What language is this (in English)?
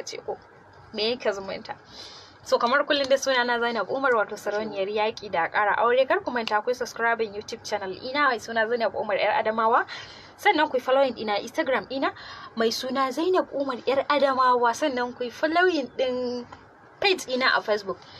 Hausa